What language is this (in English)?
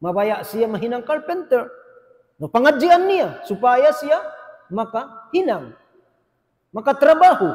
Tausug